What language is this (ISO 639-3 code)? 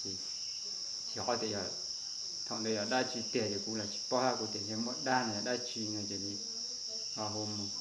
hmn